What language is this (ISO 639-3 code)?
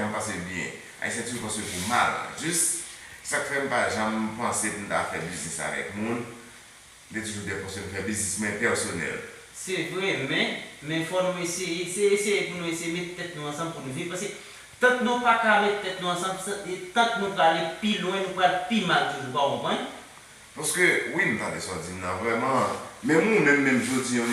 hat